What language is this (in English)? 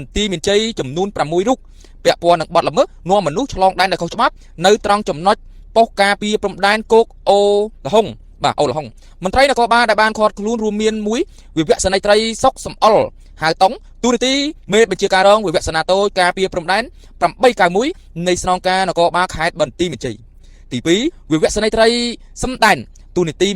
Khmer